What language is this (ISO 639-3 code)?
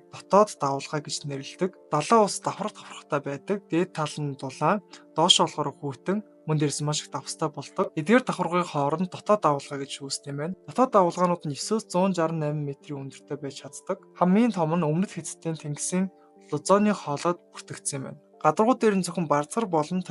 mon